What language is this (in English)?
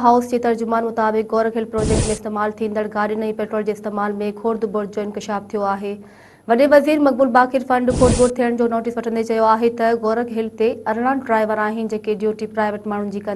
Sindhi